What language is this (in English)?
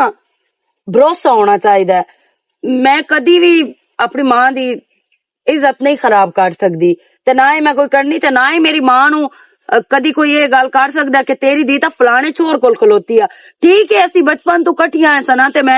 Western Panjabi